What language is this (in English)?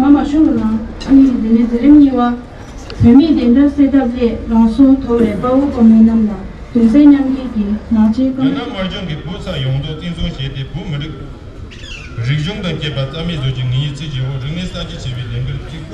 Tibetan